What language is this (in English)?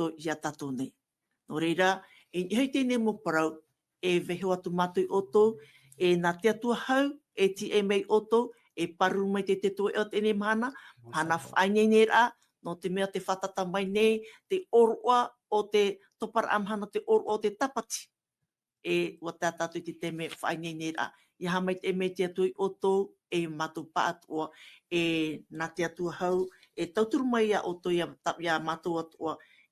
Tahitian